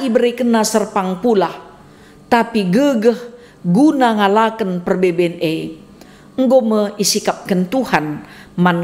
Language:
Batak Karo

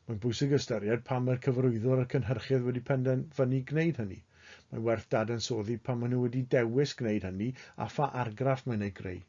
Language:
Welsh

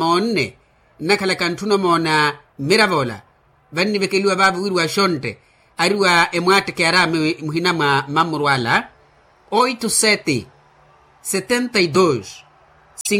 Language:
Makhuwa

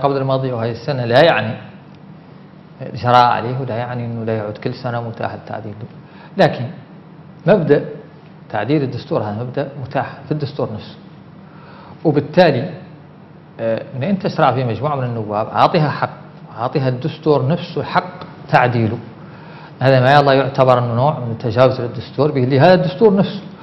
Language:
Arabic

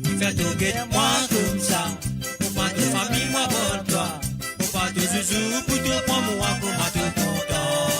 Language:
Morisyen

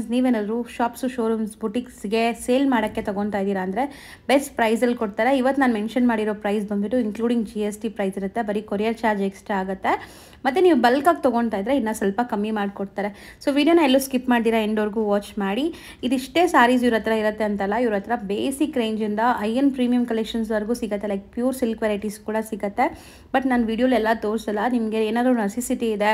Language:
Kannada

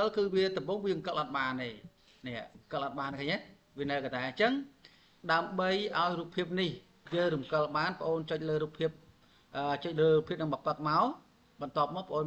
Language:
Khmer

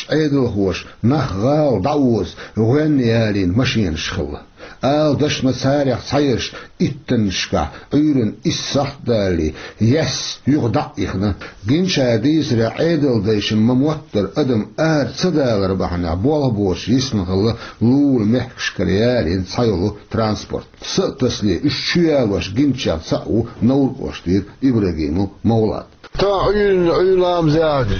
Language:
Chechen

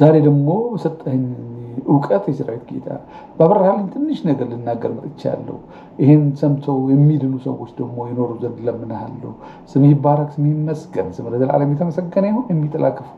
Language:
Amharic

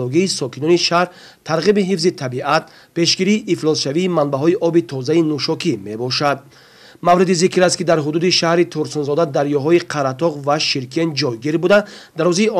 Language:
Tajik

